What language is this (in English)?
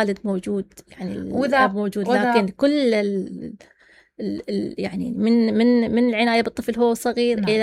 Mesopotamian Arabic